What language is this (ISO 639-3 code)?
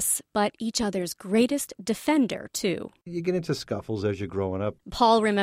eng